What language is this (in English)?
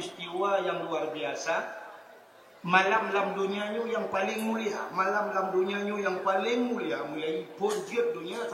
Achinese